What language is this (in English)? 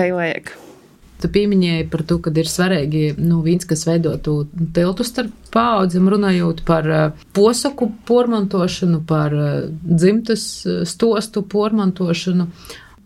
Latvian